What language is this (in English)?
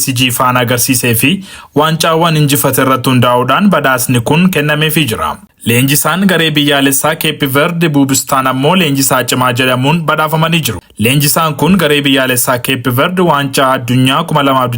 Oromo